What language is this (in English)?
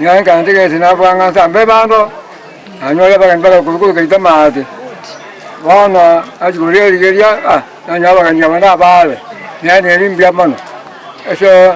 Gusii